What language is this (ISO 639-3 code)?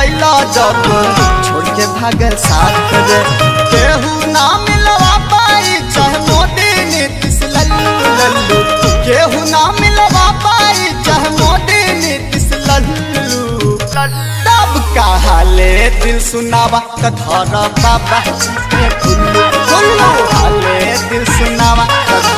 bho